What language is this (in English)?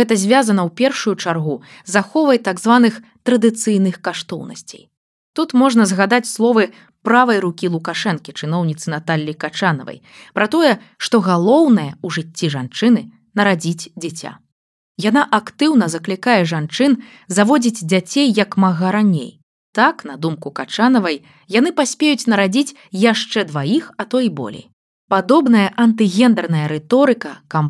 Belarusian